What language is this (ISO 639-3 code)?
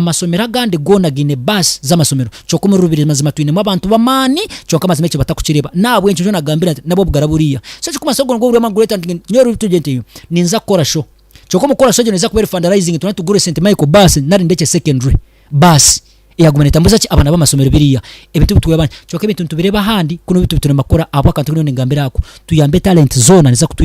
nyn